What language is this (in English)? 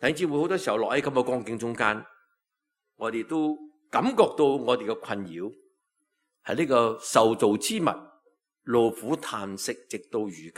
Cantonese